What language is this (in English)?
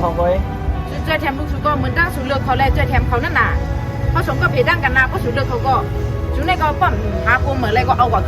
Shan